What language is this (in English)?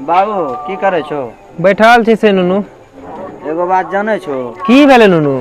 Maithili